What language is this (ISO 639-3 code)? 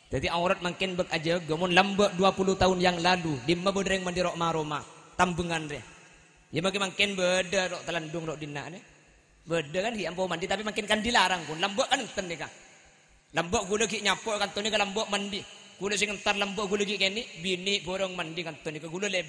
mad